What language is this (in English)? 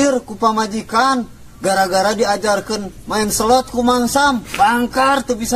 Sundanese